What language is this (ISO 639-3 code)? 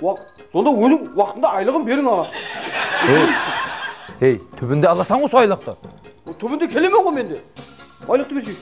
kaa